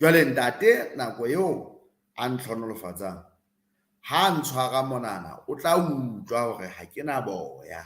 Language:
Southern Sotho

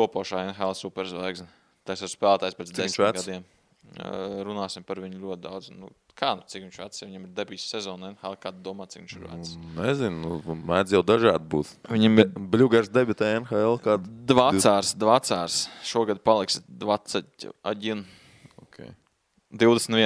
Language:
Latvian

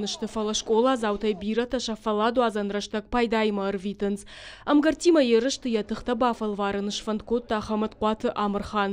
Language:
Ossetic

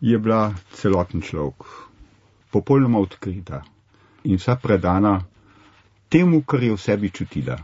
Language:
Slovenian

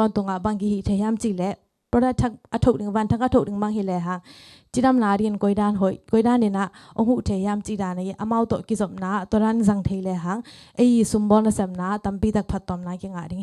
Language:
Tedim Chin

